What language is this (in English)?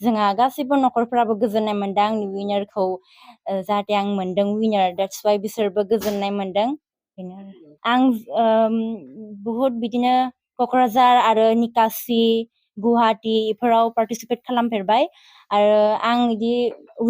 Bodo